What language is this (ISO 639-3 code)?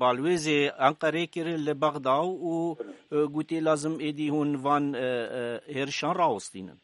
kur